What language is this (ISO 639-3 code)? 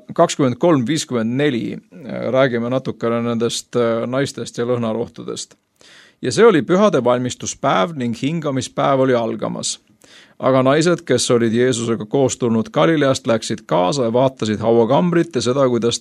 est